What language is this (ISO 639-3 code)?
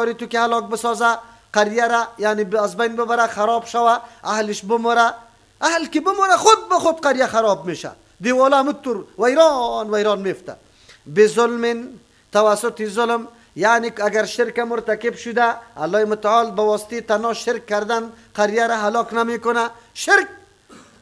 fas